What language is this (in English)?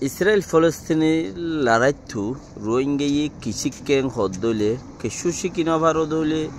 Rohingya